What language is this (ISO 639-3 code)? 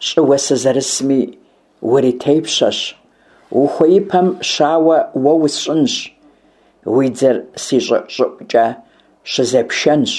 kbd